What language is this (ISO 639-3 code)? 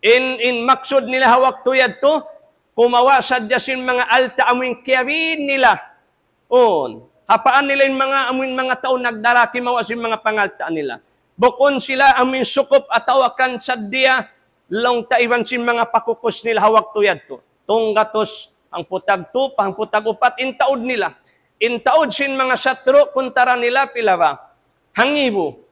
tsg